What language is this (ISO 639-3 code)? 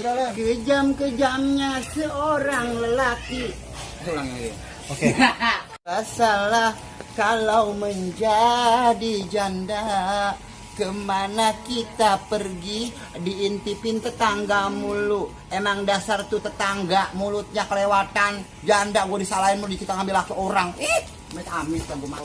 bew